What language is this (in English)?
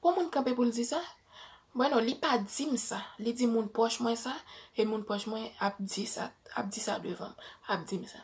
Haitian Creole